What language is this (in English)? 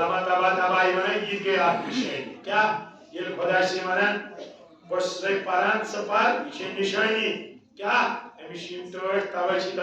Kashmiri